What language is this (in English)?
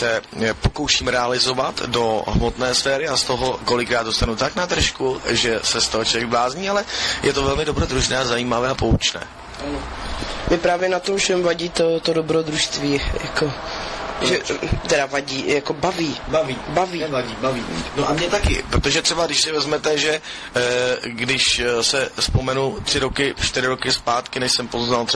Czech